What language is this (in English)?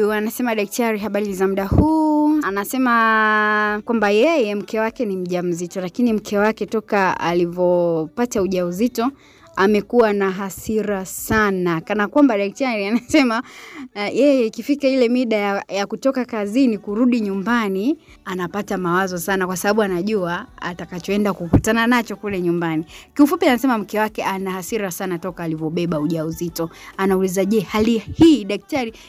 Swahili